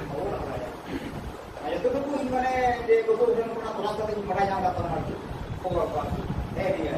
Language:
Santali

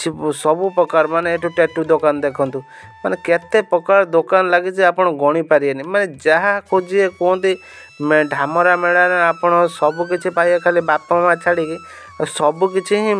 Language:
Odia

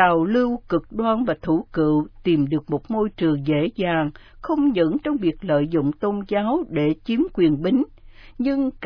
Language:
Vietnamese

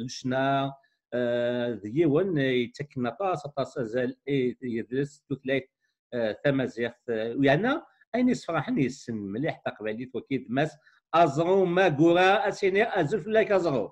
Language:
Kabyle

